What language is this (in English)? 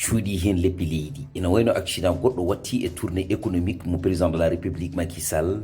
Fula